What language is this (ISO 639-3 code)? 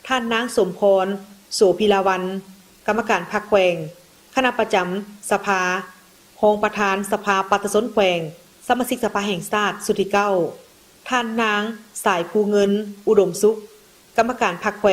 lao